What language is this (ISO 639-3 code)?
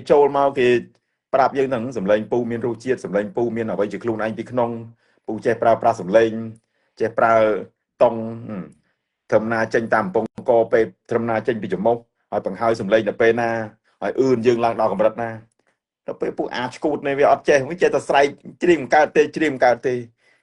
khm